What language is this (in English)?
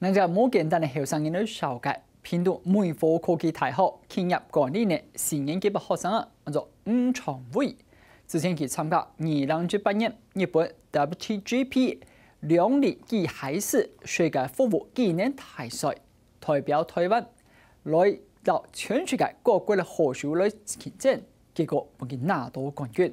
Hakka Chinese